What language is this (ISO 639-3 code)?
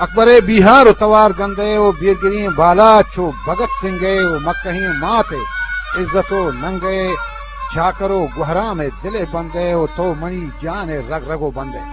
bgp